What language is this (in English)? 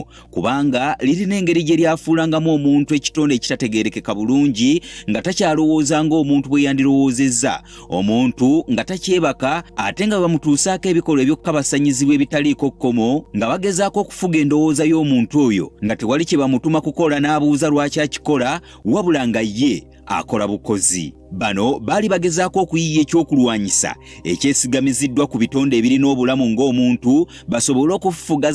Ganda